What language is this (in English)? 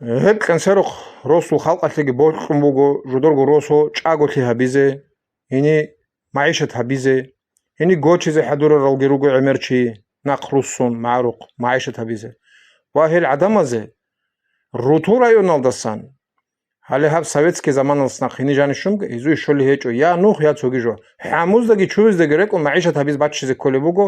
Avaric